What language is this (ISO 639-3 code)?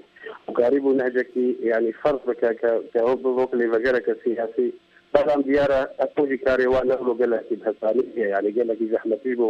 kur